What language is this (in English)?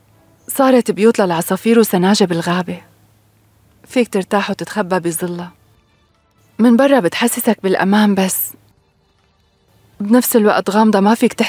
North Levantine Arabic